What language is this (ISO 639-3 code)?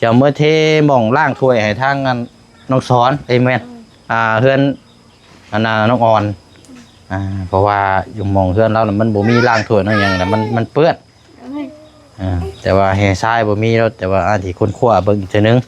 lao